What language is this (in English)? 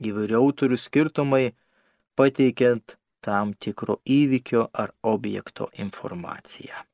Lithuanian